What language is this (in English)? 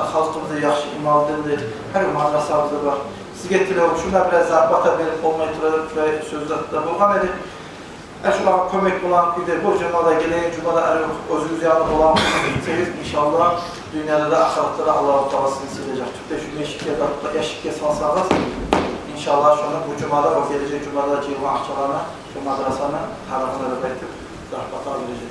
Kumyk